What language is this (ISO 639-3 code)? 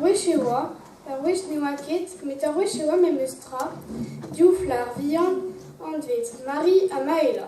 bre